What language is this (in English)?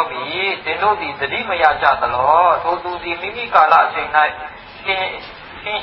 Burmese